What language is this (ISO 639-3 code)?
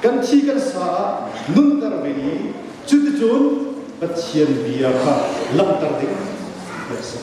cnh